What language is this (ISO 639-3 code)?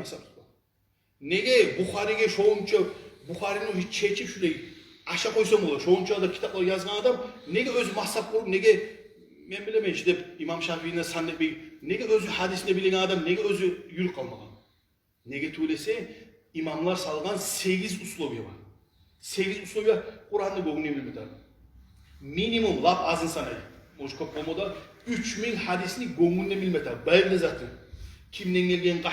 kum